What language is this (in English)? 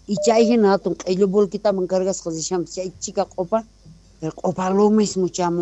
South Bolivian Quechua